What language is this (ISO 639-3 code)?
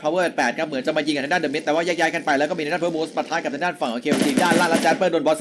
tha